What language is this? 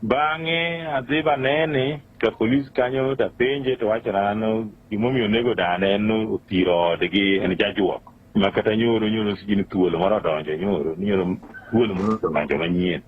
Luo (Kenya and Tanzania)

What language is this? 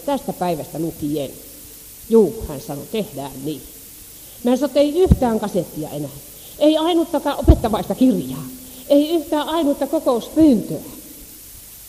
Finnish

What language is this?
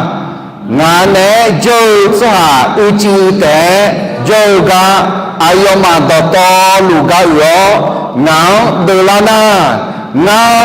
Akha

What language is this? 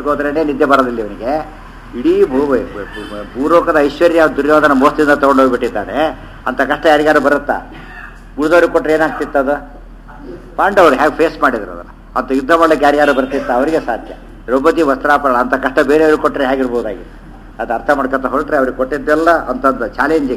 Kannada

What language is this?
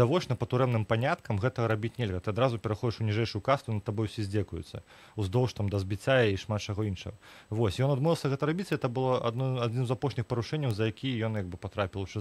Belarusian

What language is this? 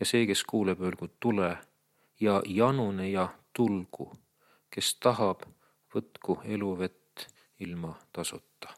Estonian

